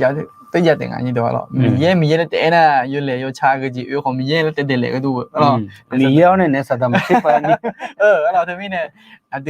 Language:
Akha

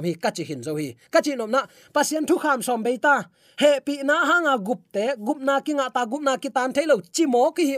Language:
Tedim Chin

